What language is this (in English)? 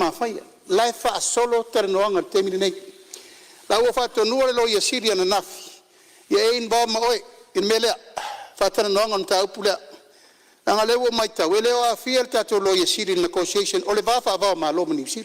Samoan